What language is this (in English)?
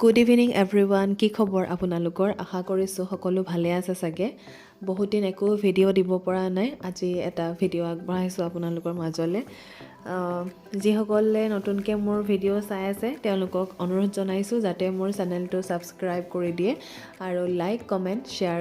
Assamese